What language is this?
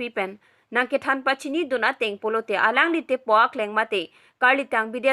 Karbi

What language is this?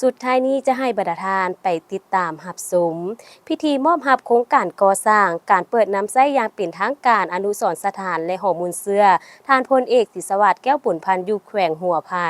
Lao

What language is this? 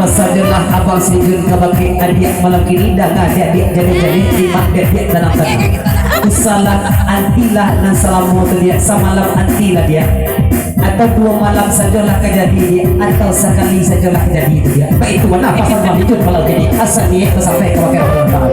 Minangkabau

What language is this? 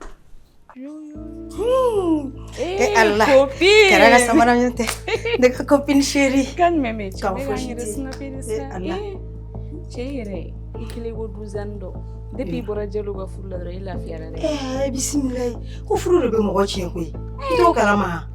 Bambara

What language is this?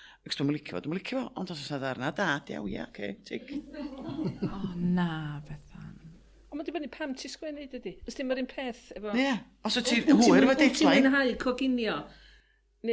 Welsh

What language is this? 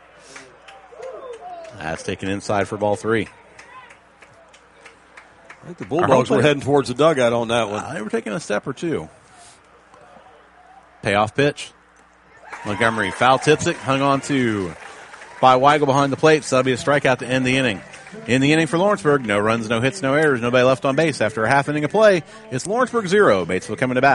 English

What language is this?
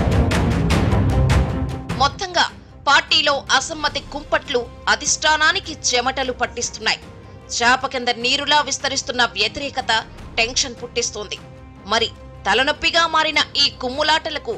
Telugu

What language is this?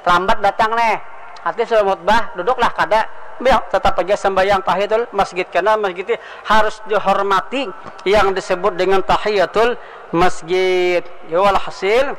Banjar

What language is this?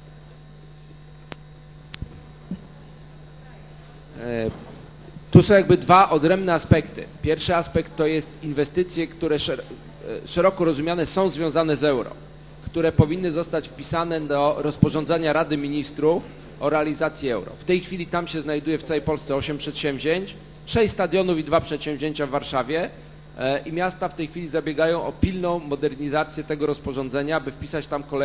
Polish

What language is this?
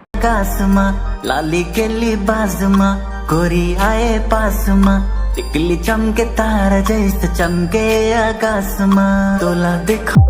Chhattisgarhi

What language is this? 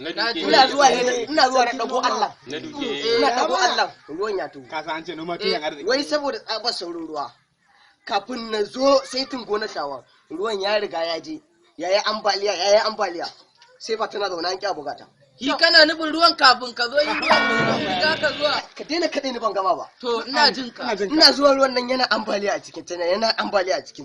Hausa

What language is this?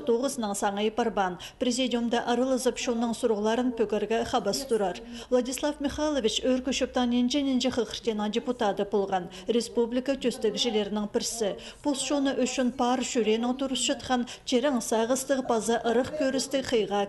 Khakas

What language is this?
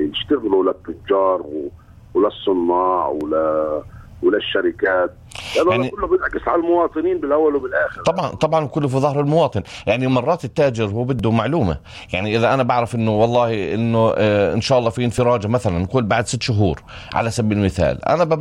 North Levantine Arabic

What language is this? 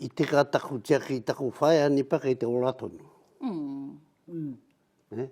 Māori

